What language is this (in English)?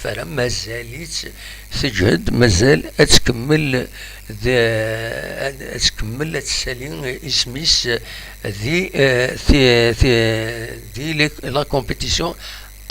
Kabyle